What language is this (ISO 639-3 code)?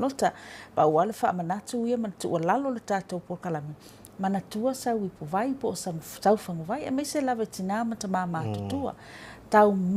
smo